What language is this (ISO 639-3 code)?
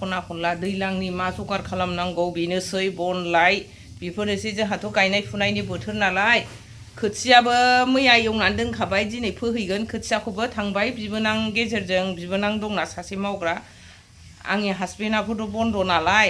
brx